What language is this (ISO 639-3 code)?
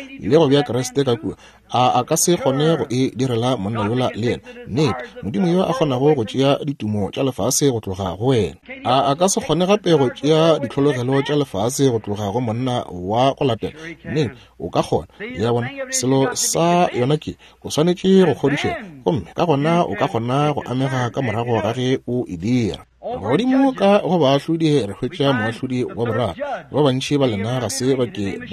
nso